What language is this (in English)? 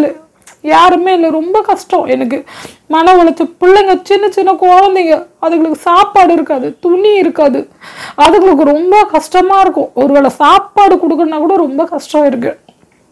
Tamil